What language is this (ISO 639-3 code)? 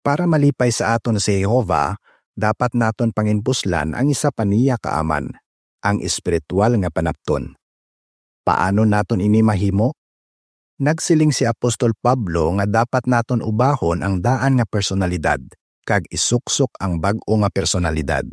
hil